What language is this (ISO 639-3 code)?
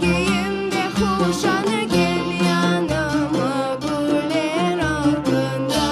crh